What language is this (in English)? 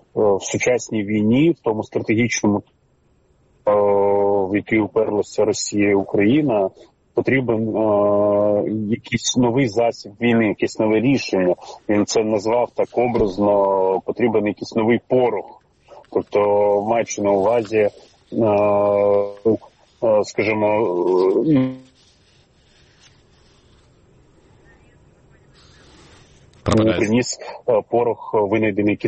Ukrainian